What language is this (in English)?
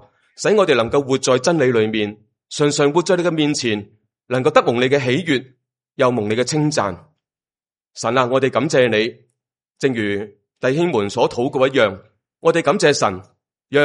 Cantonese